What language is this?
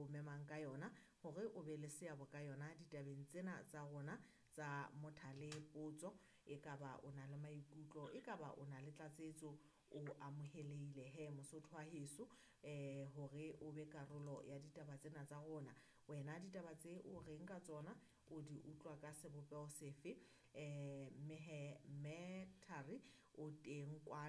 Southern Sotho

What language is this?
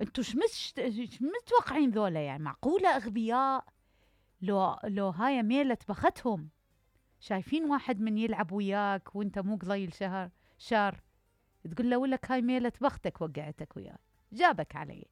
Mesopotamian Arabic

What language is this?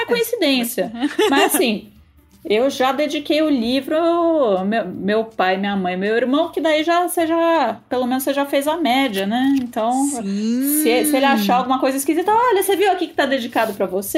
Portuguese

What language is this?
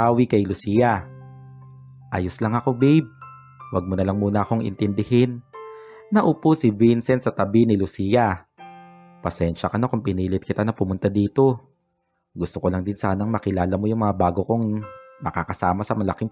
Filipino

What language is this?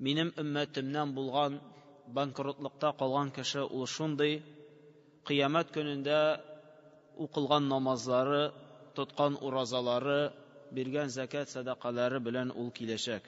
Tatar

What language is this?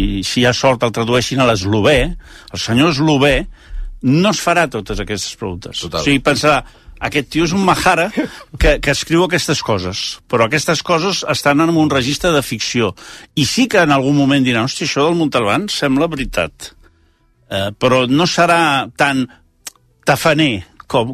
Catalan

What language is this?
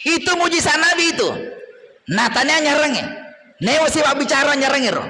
Buginese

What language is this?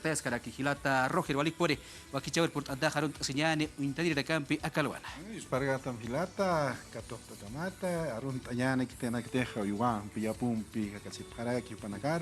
Aymara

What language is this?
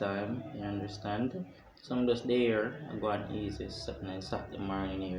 Jamaican Creole English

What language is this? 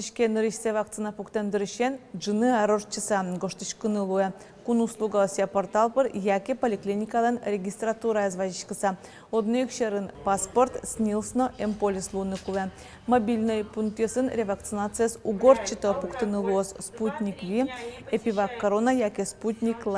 Udmurt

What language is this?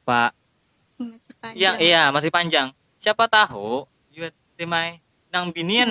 Banjar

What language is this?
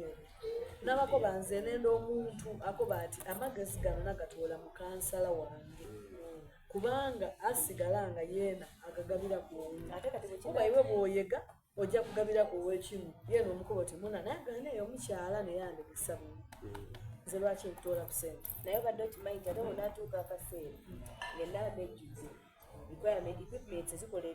Soga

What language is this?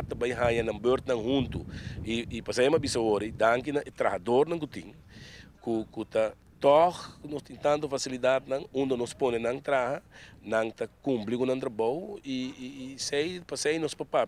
Papiamento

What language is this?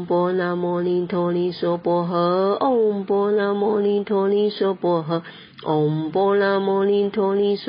Chinese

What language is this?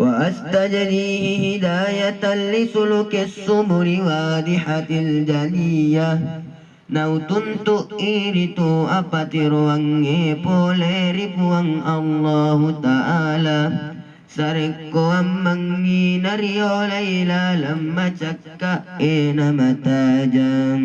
Buginese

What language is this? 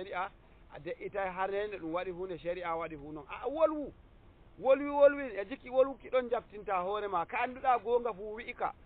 Nigerian Fulfulde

